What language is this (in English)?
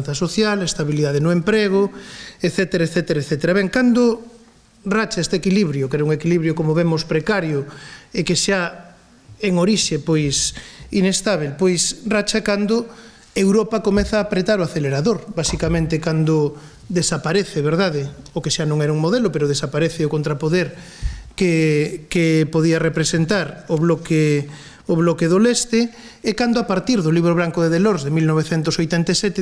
Galician